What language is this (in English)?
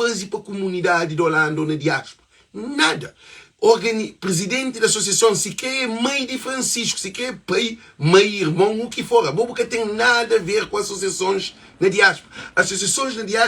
Kabuverdianu